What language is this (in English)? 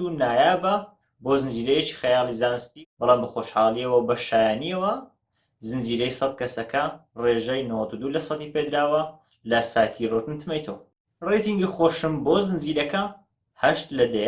Central Kurdish